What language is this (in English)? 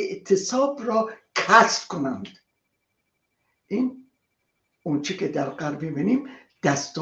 Persian